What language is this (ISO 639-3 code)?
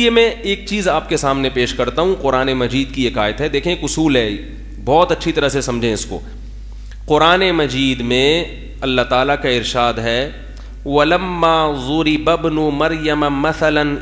urd